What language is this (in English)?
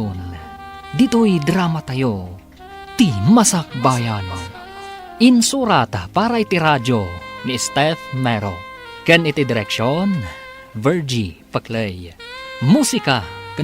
Iloko